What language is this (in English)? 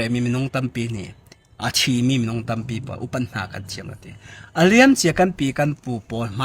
Falam Chin